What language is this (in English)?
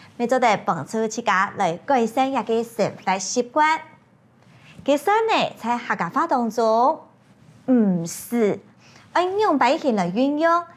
Hakka Chinese